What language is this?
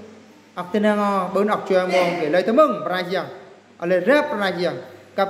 Eastern Bru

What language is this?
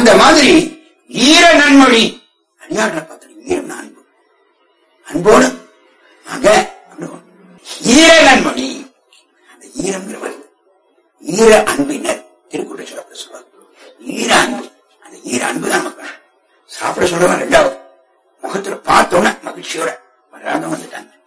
Tamil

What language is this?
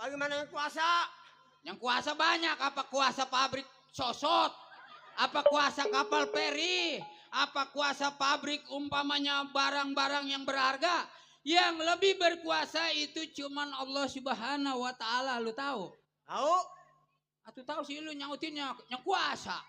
Betawi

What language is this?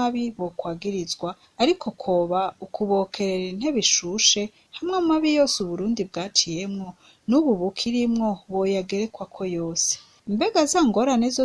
Rundi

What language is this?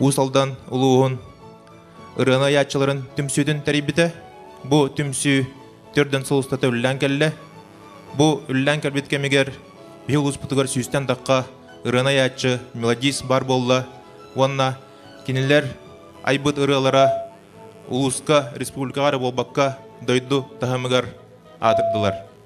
Yakut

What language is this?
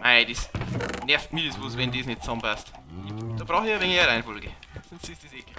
Bavarian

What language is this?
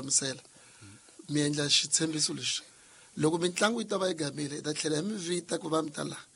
Tsonga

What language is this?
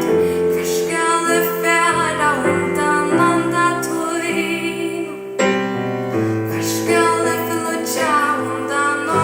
Faroese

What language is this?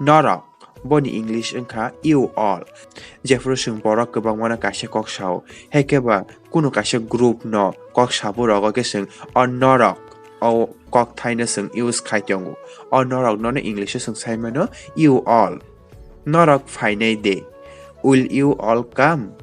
Kok Borok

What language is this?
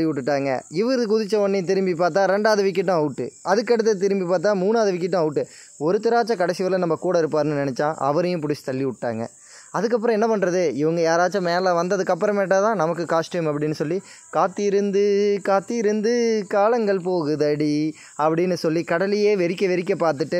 Tamil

